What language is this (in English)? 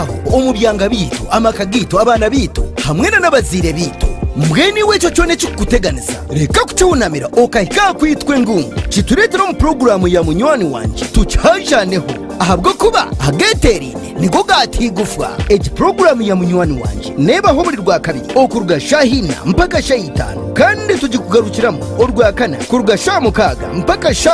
Nyankole